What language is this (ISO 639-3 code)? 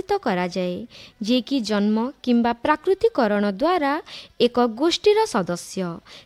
ori